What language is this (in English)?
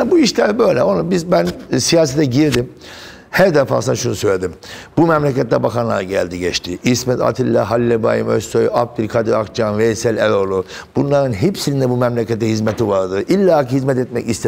Turkish